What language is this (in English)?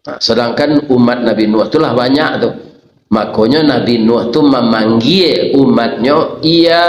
Minangkabau